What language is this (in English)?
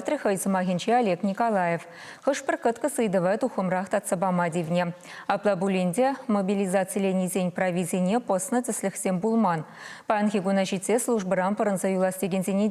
Chuvash